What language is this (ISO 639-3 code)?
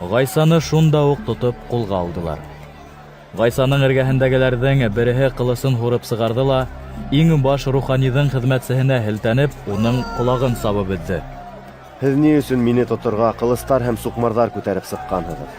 bak